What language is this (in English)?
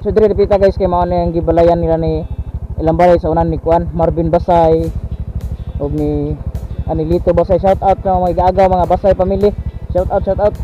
Cebuano